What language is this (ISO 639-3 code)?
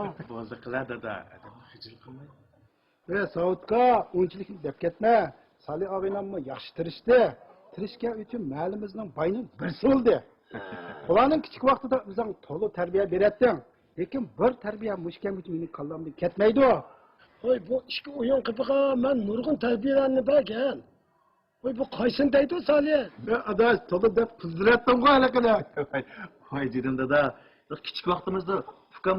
uig